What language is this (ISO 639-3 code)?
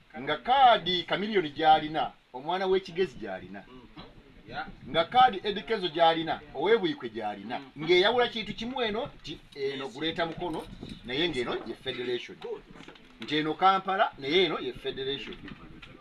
lug